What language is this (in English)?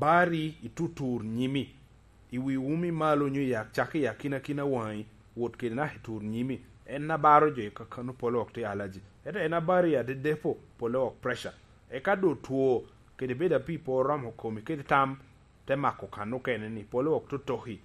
Lango (Uganda)